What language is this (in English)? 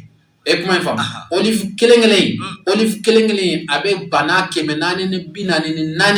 Bambara